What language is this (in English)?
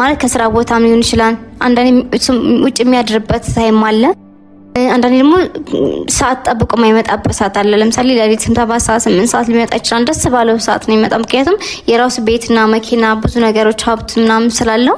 Amharic